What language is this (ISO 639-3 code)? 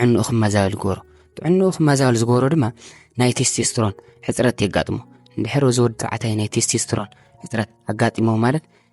tir